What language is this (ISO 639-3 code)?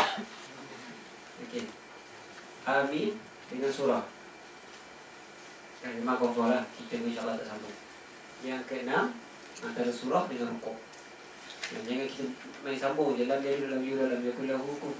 msa